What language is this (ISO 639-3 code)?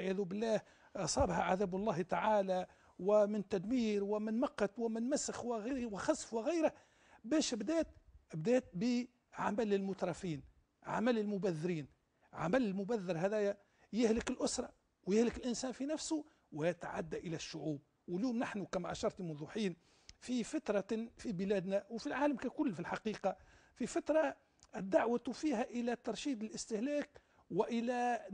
aeb